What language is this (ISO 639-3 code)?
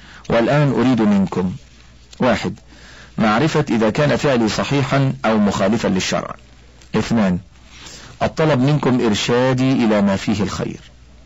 ara